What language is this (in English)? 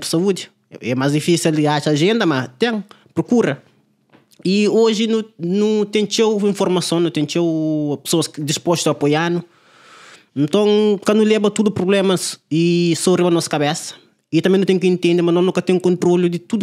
Kabuverdianu